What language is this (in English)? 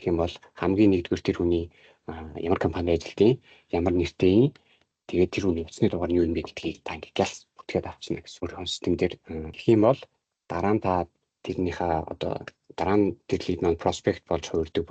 Mongolian